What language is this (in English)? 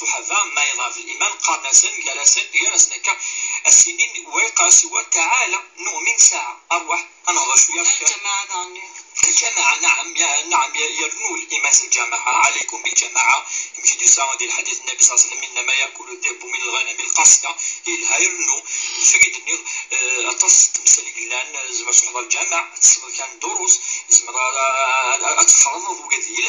Kabyle